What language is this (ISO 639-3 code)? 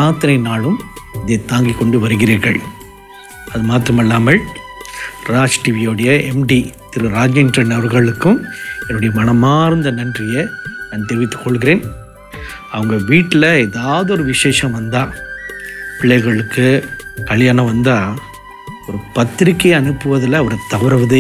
tam